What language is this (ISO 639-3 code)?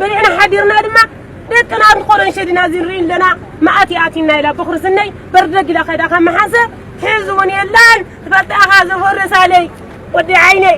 tir